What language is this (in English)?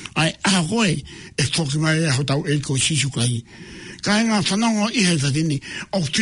Tongan